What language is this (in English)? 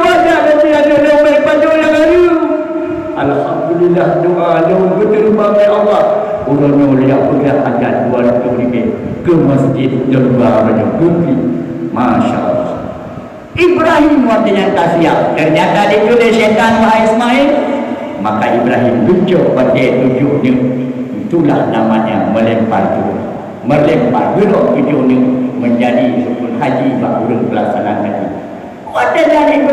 Achinese